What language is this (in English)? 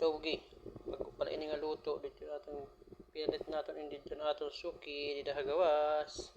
Waray